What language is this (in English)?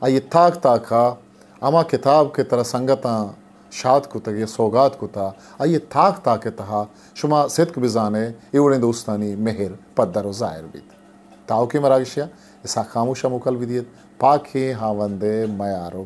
Eastern Balochi